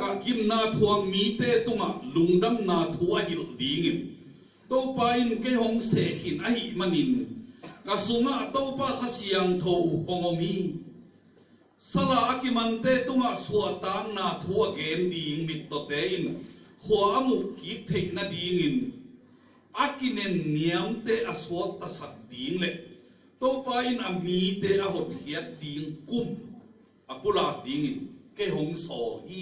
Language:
Tedim Chin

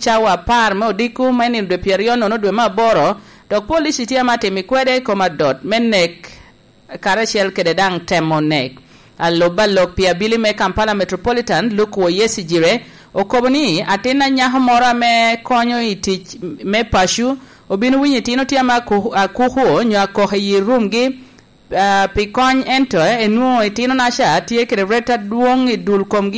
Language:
Lango (Uganda)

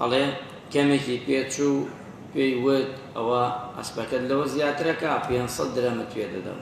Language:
Central Kurdish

